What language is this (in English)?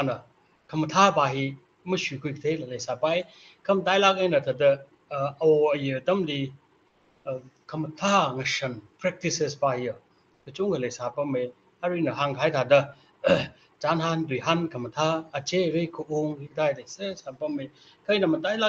Tangkhul Naga (India)